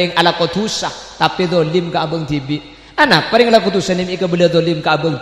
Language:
Madurese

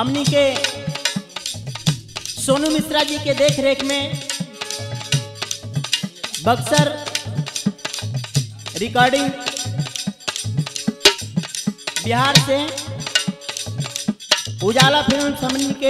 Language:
Bhojpuri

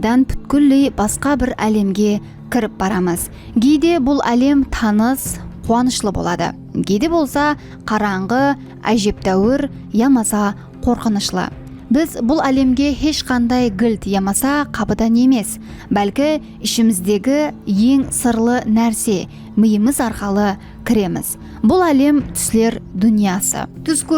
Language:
Kara-Kalpak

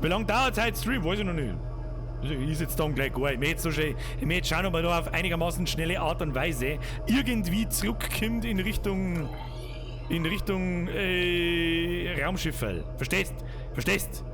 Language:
Bavarian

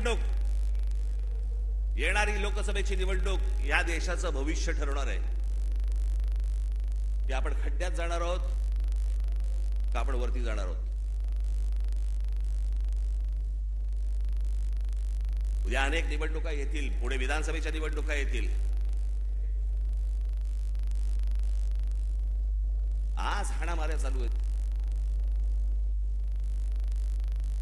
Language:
Marathi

